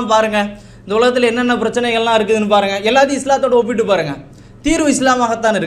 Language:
Tamil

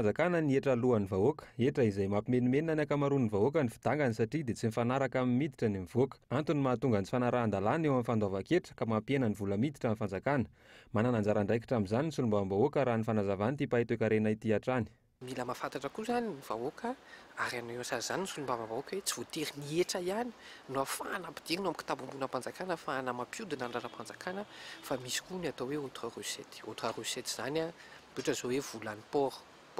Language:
Malagasy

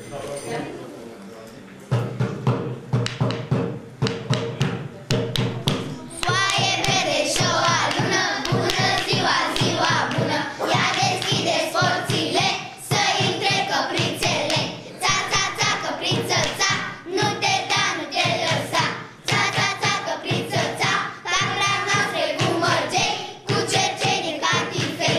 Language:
Romanian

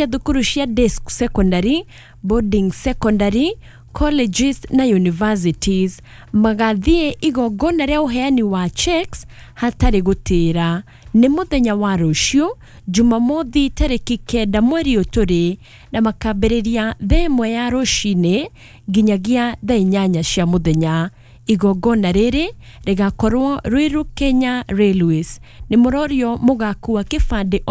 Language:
Kikuyu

